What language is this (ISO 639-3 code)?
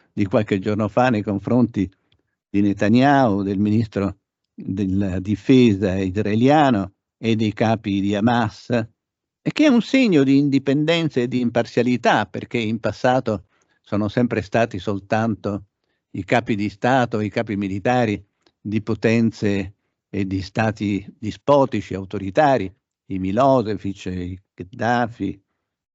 ita